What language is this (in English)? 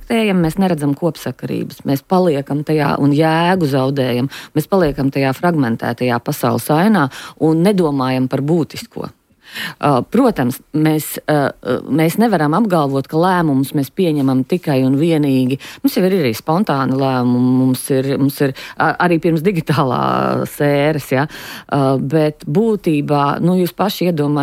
Latvian